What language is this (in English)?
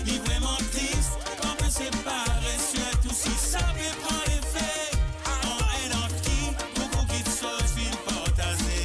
Morisyen